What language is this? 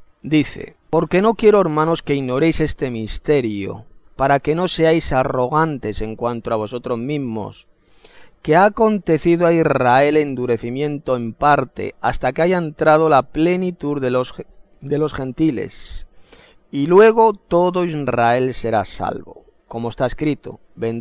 Spanish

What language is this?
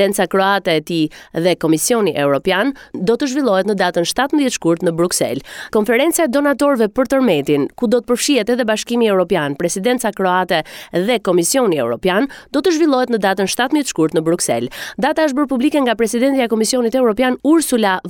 Albanian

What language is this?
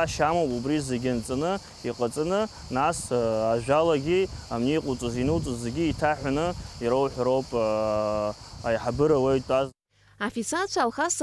Abkhazian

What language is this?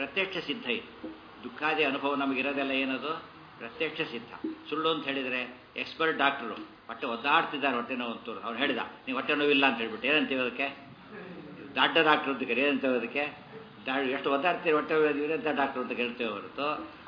Kannada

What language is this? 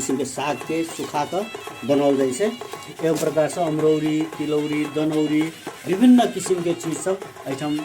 Maithili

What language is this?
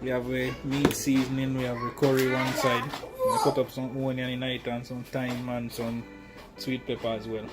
Jamaican Creole English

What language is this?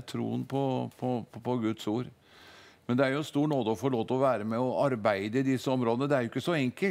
Norwegian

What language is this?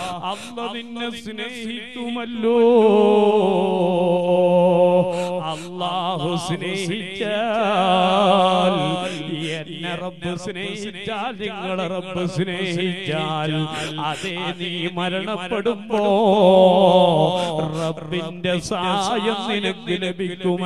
Malayalam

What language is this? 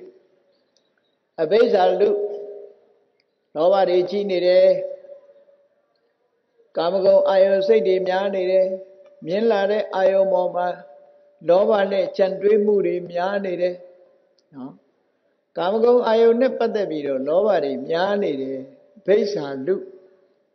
Burmese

